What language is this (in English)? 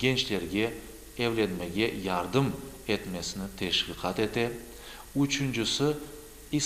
Crimean Tatar